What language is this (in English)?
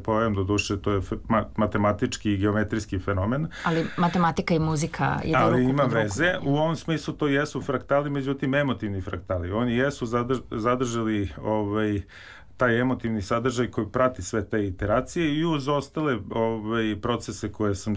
Serbian